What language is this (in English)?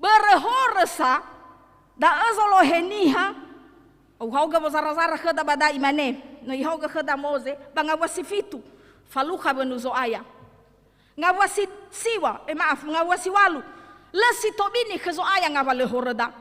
Nias